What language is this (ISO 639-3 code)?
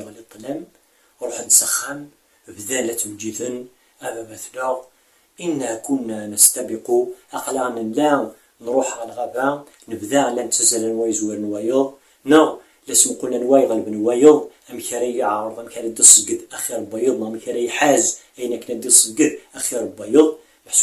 kab